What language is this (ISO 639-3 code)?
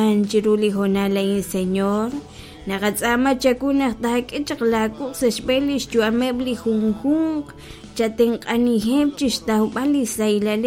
kek